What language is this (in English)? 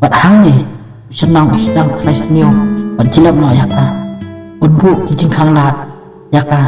Khasi